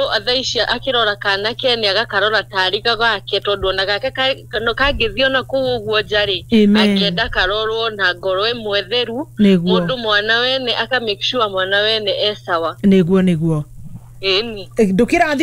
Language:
Kikuyu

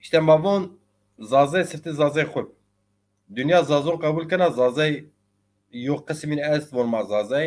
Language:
Zaza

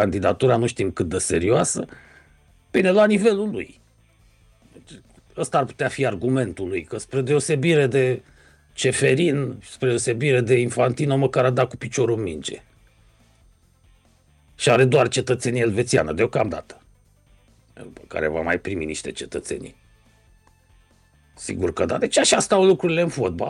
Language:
Romanian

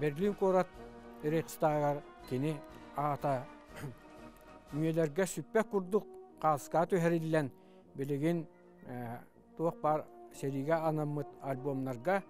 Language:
Yakut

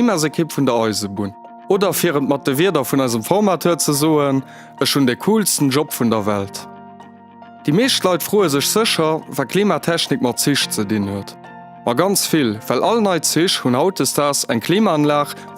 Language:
Luxembourgish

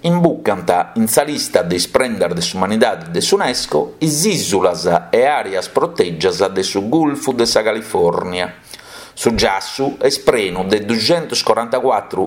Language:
Sardinian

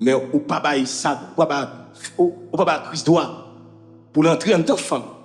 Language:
Haitian Creole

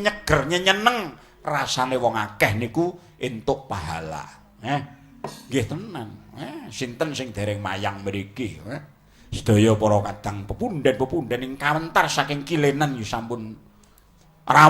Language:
Javanese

